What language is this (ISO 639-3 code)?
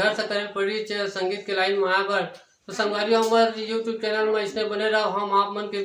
hne